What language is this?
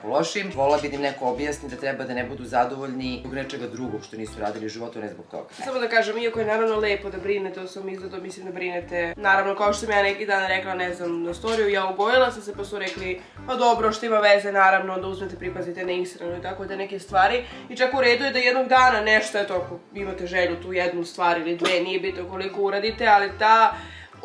Serbian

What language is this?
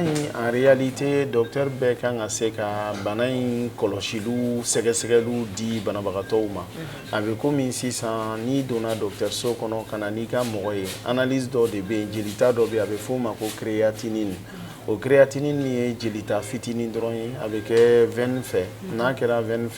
Bambara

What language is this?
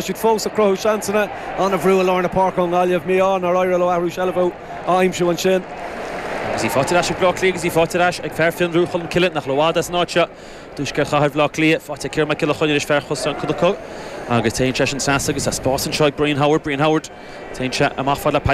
Irish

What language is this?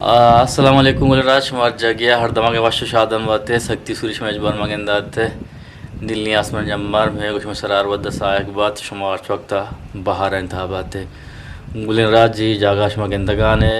Eastern Balochi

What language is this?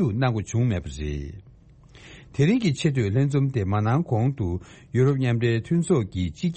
Tibetan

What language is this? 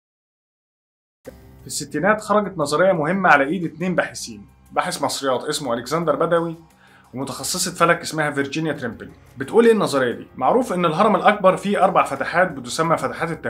Egyptian Arabic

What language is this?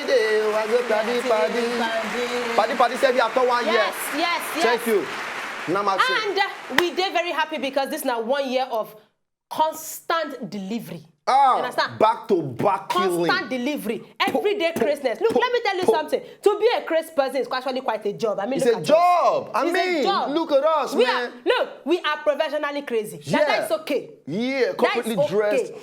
Nigerian Pidgin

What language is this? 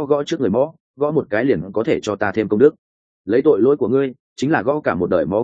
Vietnamese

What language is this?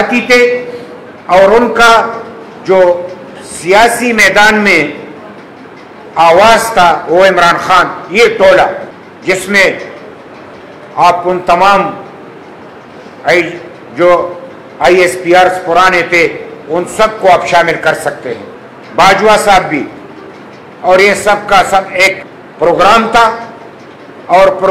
Urdu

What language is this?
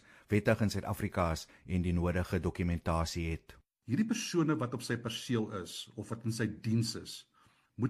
Afrikaans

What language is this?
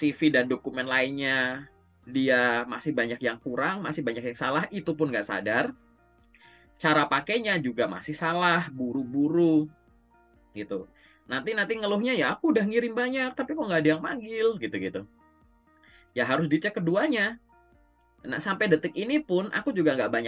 Indonesian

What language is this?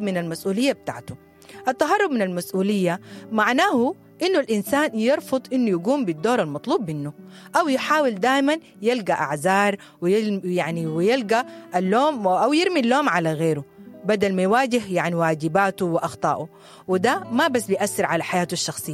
Sudanese Arabic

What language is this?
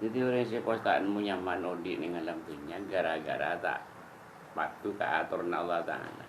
Madurese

